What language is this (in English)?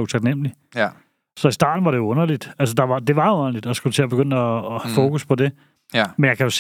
Danish